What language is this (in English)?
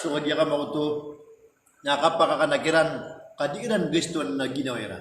Maranao